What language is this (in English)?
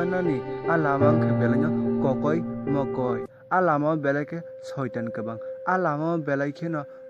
Kok Borok